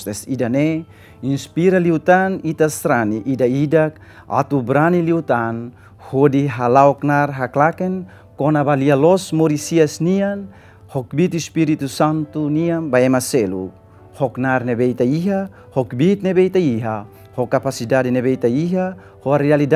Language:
Tetum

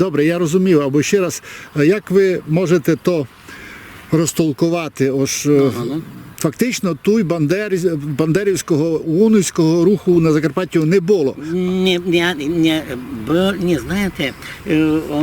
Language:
Rusyn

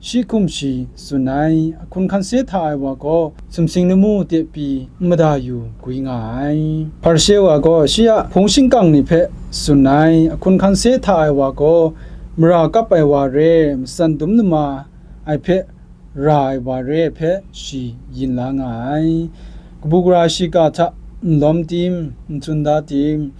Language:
Kachin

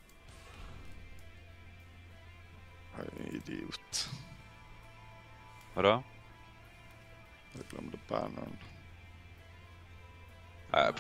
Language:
Swedish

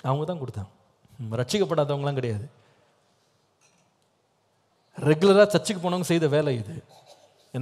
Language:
Tamil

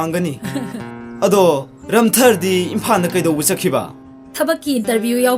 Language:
Manipuri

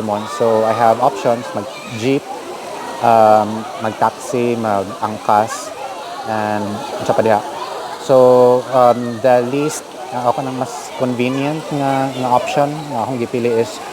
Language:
Cebuano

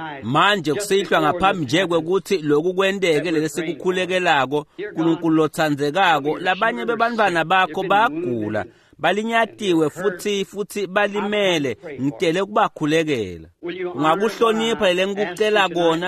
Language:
Swati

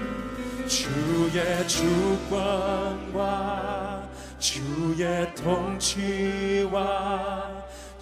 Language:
Korean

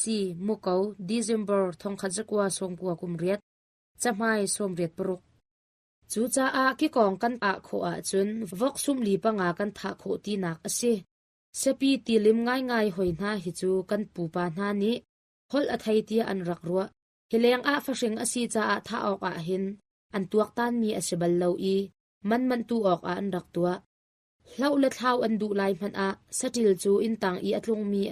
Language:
Hakha Chin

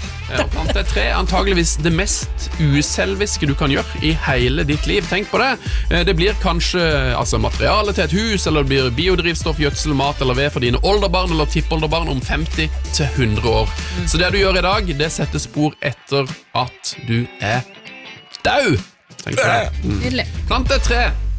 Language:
Norwegian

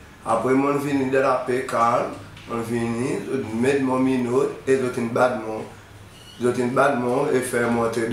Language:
Seselwa Creole French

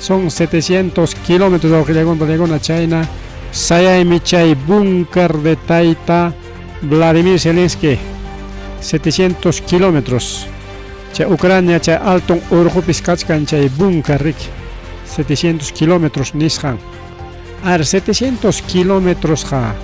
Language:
Ayacucho Quechua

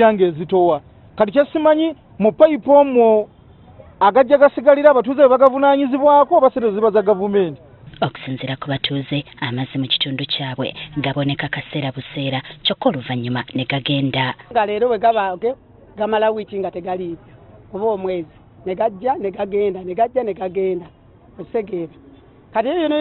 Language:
Ganda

